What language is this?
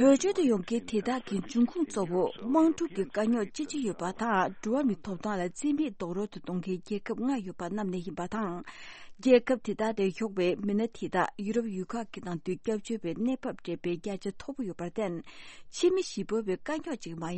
Tibetan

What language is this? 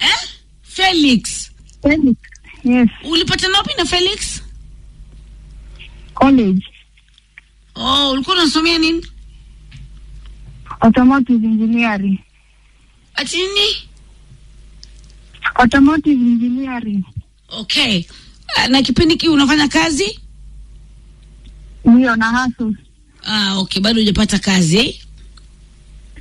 Swahili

